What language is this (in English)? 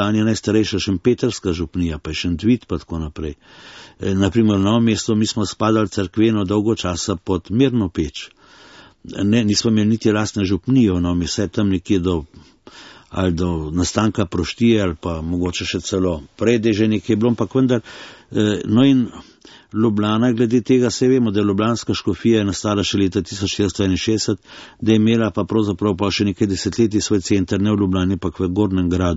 Slovenian